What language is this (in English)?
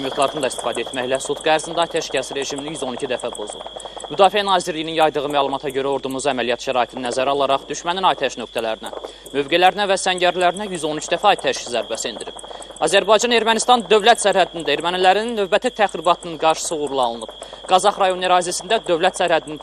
Azerbaijani